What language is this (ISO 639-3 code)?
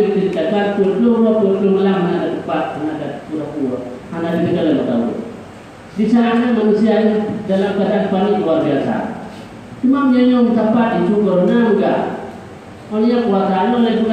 ace